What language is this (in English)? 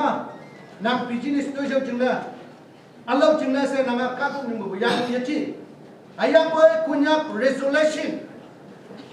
Naga Pidgin